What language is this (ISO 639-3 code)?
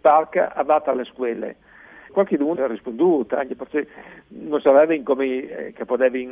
fur